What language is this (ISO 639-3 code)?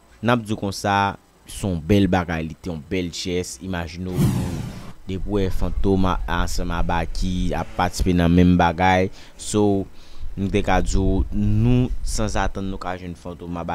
hat